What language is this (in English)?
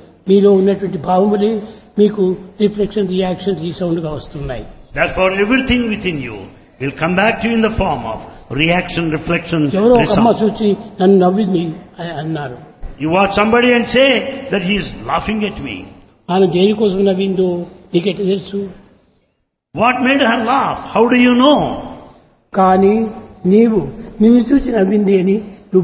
Telugu